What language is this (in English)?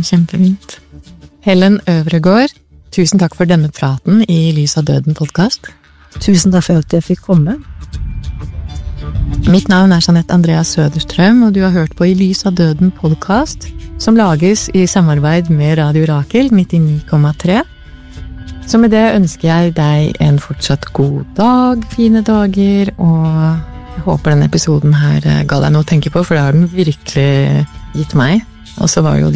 Norwegian